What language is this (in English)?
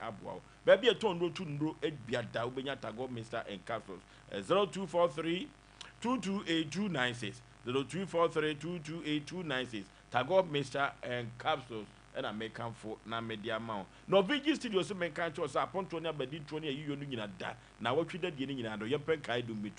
Akan